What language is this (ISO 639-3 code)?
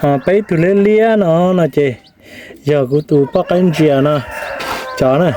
hmn